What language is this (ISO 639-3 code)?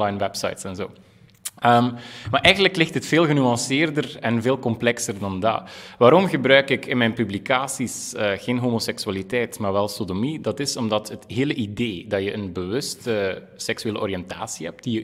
nld